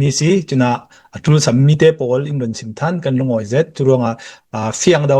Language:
Hakha Chin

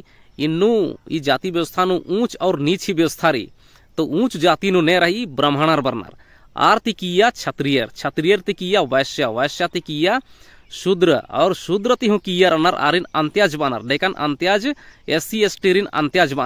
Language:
Kurukh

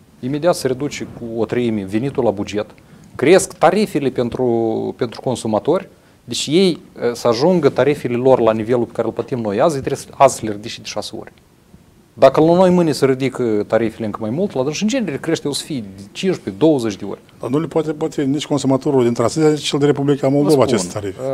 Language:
Romanian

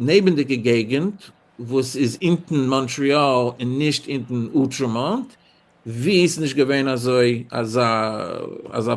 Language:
Yiddish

